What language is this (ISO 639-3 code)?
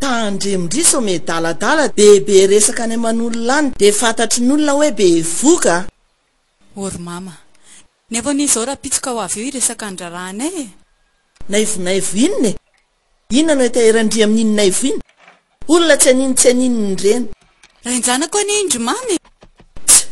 mlg